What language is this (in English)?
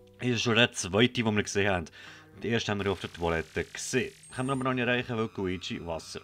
Swiss German